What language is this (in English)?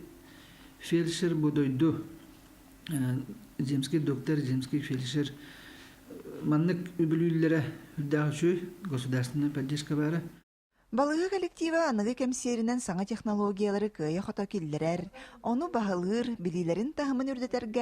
Yakut